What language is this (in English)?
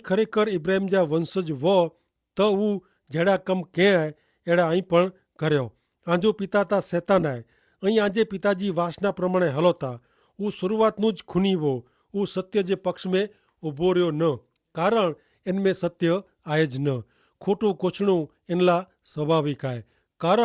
Kachhi